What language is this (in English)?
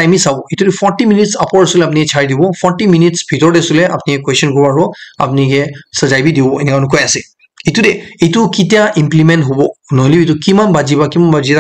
Naga Pidgin